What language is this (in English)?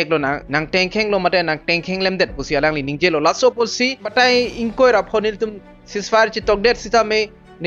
Karbi